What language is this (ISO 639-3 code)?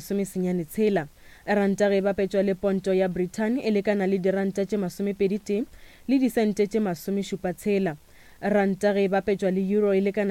nso